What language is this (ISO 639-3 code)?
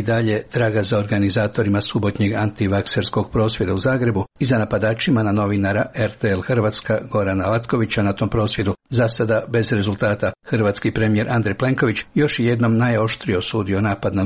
hrv